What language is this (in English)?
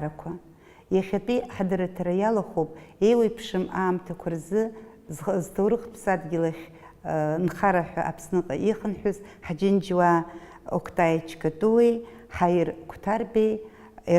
Abkhazian